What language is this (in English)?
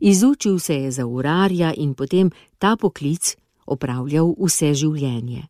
Slovenian